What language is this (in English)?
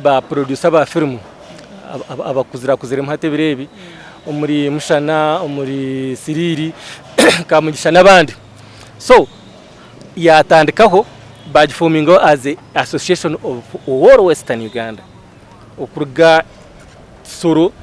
Nyankole